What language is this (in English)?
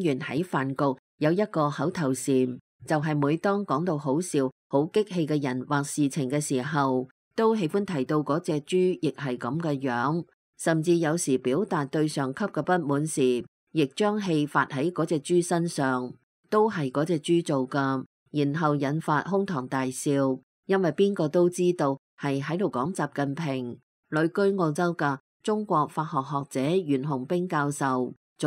Cantonese